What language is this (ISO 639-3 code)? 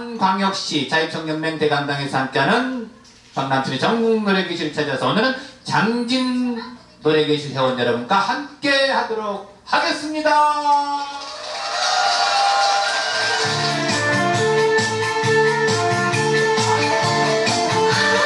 kor